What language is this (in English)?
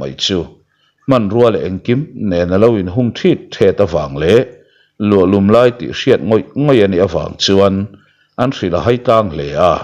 Mizo